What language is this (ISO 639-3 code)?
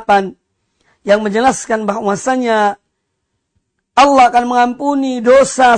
ind